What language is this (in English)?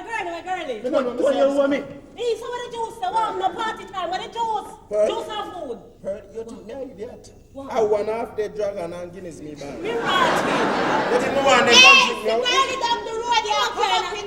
Jamaican Creole English